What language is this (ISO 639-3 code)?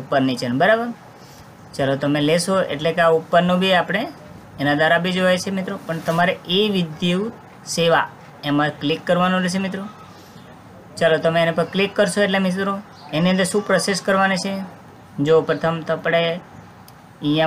guj